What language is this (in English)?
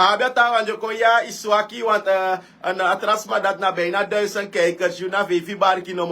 Sranan Tongo